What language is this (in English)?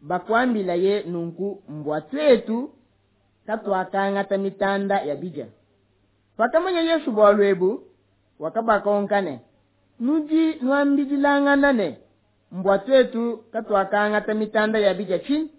Luba-Lulua